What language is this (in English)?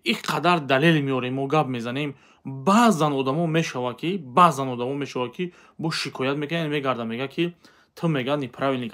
Tajik